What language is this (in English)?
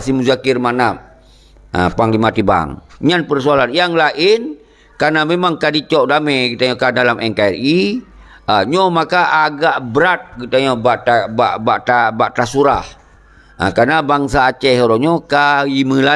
Achinese